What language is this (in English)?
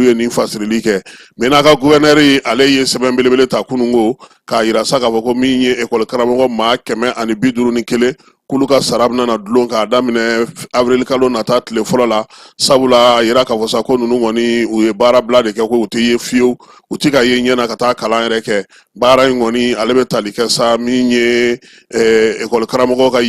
Bambara